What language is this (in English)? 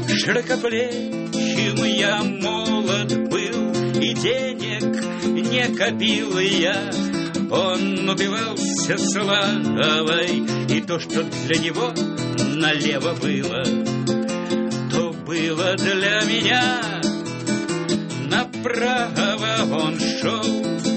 Russian